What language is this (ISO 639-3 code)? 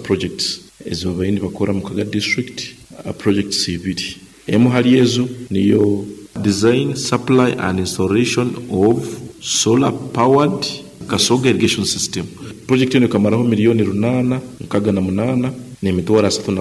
nyo